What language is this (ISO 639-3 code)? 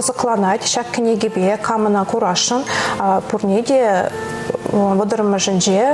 chv